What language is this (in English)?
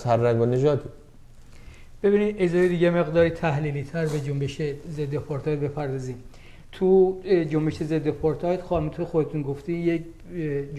Persian